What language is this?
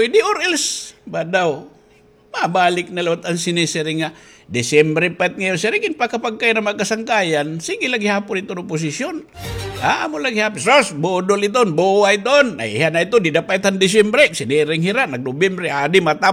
Waray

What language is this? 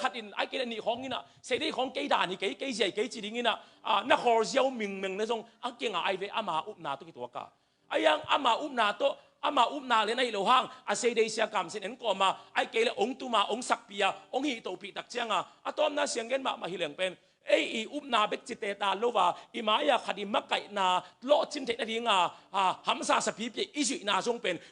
Tedim Chin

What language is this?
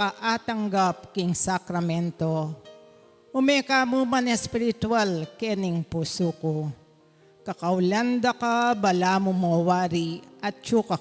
Pampanga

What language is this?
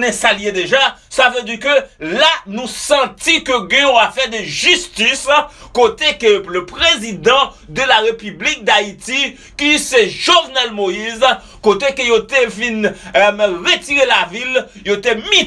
Haitian Creole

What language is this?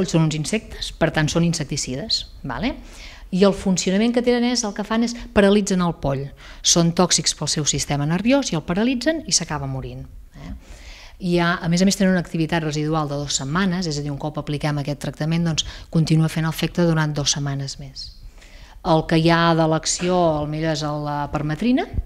Catalan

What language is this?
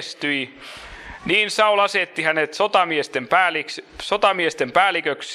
Finnish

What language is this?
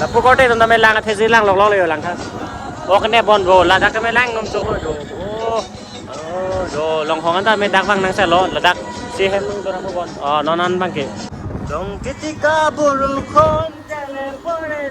Karbi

